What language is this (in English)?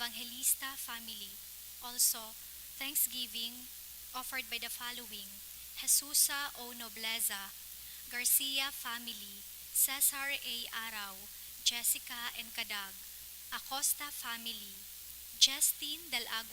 Bikol